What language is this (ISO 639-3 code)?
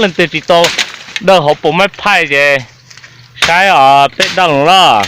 hmn